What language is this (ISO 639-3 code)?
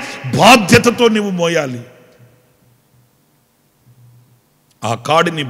tel